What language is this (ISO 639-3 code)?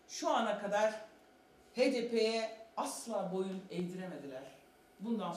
tur